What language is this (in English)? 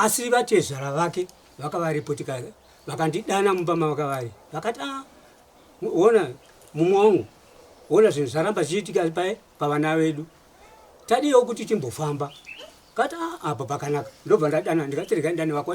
Shona